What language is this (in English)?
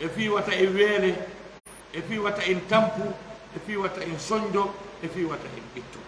Fula